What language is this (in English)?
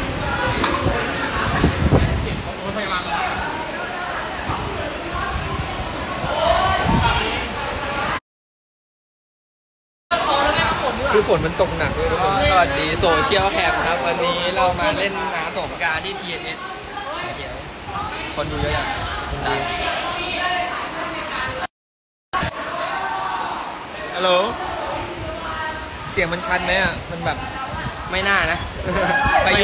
Thai